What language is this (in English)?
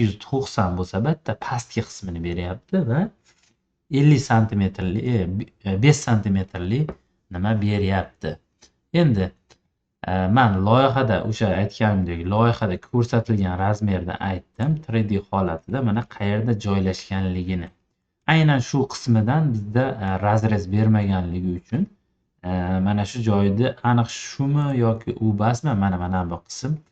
Uzbek